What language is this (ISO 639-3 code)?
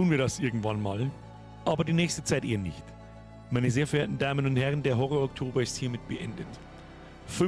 bar